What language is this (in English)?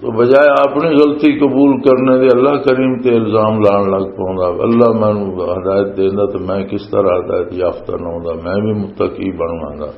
Western Panjabi